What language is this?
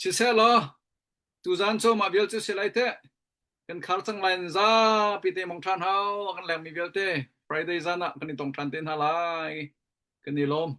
Hakha Chin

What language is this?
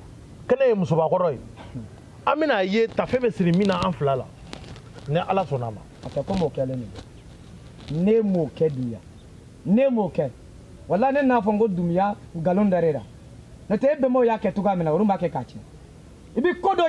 Bambara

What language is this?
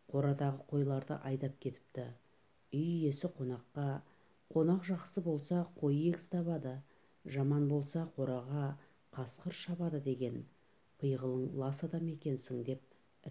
Kazakh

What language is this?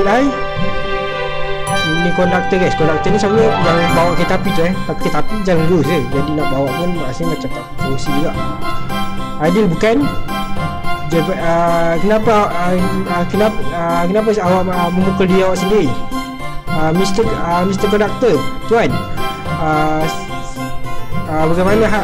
Malay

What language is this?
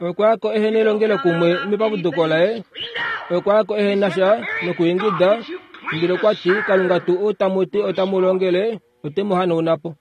Kuanyama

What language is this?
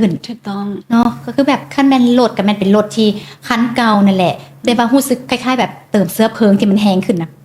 Lao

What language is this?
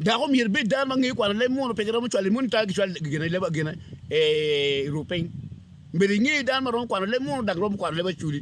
Acoli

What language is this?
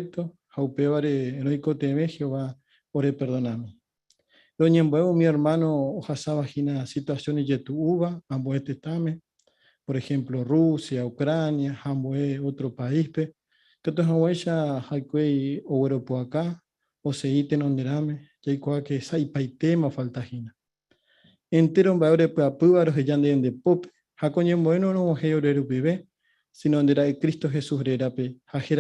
Guarani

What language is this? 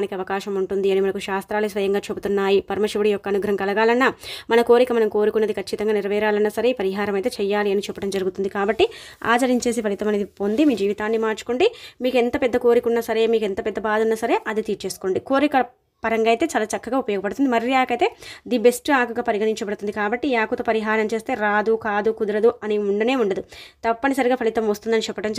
Telugu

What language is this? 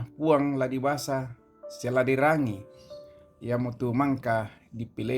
Toraja-Sa'dan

